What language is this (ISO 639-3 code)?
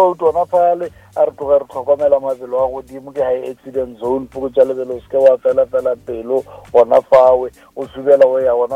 nso